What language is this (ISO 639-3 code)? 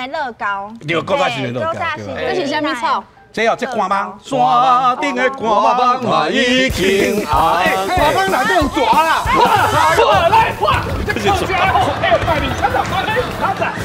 nan